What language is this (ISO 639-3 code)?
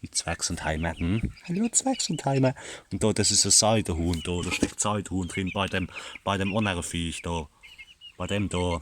pfl